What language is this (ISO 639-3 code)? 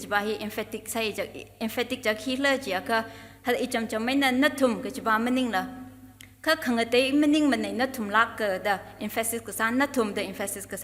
nmf